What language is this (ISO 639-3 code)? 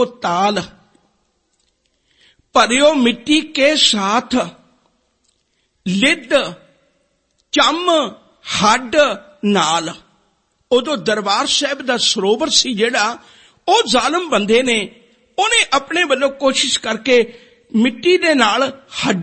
pan